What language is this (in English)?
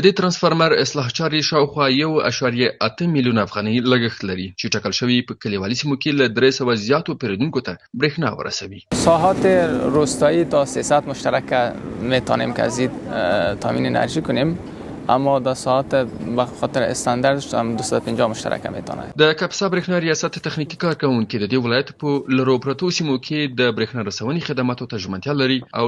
Pashto